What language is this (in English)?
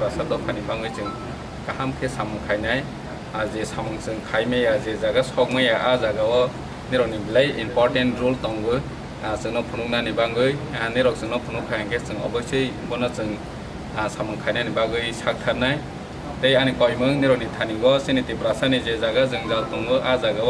Kok Borok